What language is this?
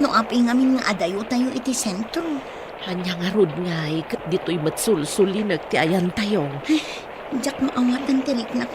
Iloko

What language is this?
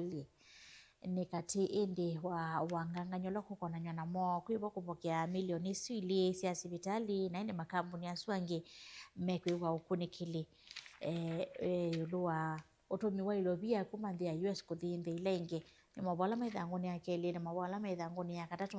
Kamba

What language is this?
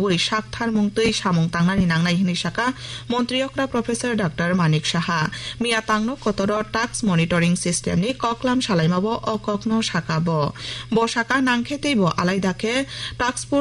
Kok Borok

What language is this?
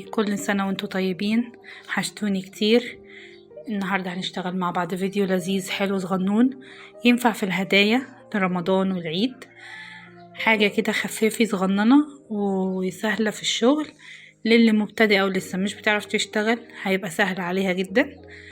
Egyptian Arabic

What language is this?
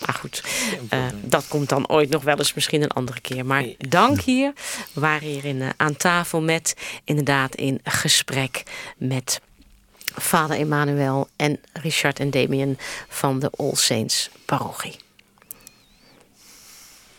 Dutch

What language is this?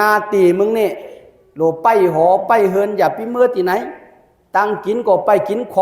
Shan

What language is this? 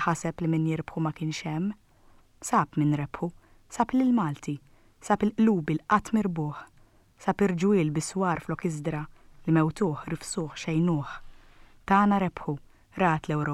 Maltese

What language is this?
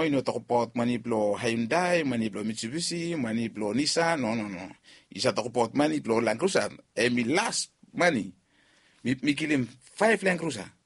Bislama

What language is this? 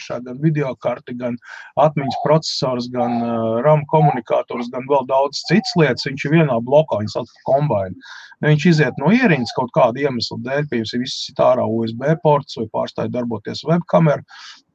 Latvian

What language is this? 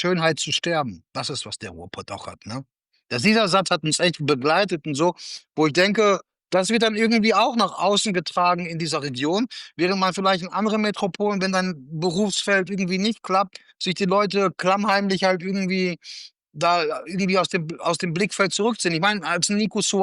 German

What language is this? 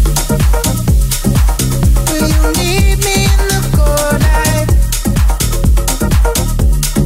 English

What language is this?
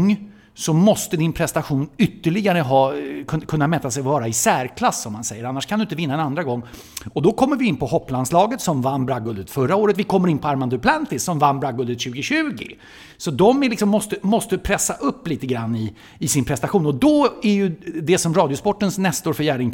Swedish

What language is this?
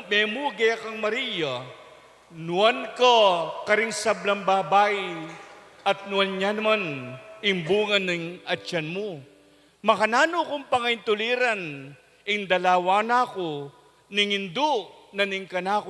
Pampanga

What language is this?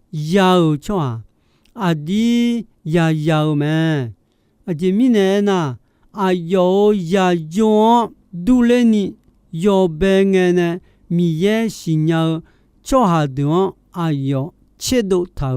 Akha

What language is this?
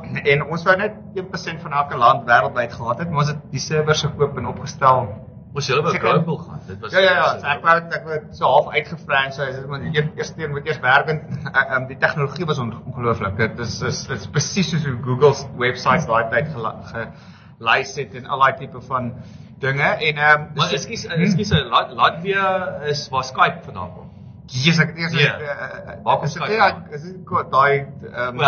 Afrikaans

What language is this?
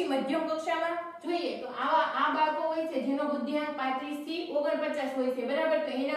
Gujarati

